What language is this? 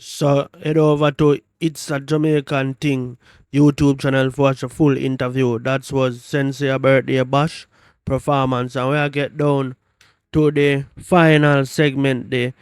Jamaican Creole English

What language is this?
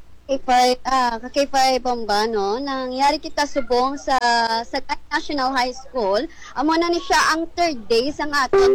Hiligaynon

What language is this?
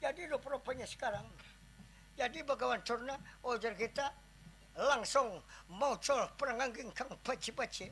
Banjar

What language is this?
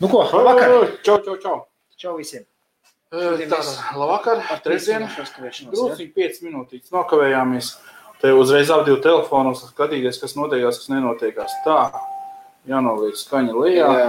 Latvian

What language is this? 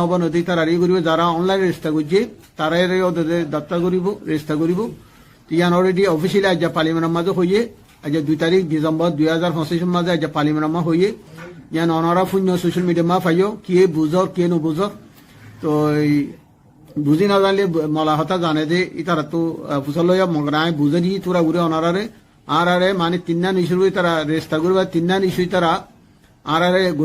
Rohingya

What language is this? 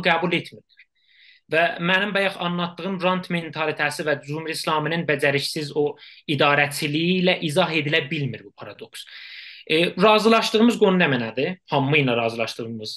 South Azerbaijani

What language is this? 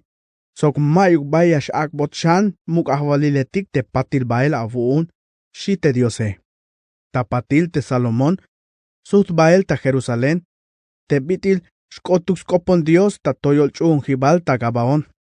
Tzeltal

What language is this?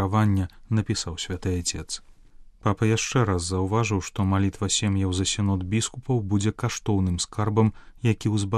Belarusian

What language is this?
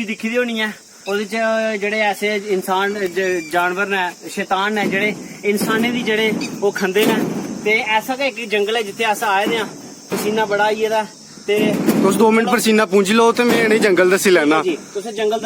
Dogri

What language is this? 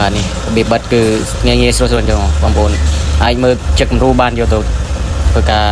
Khmer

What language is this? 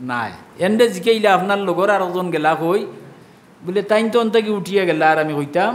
Sylheti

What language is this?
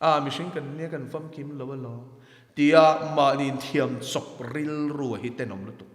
Mizo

